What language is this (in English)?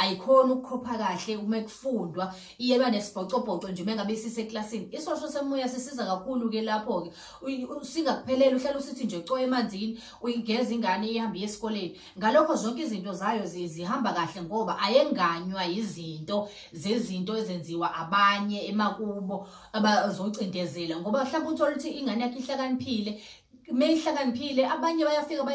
Zulu